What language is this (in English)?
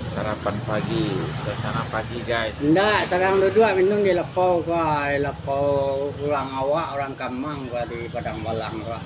Minangkabau